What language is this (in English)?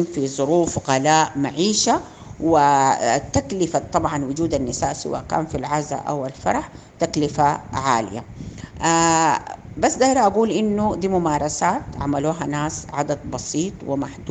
Sudanese Arabic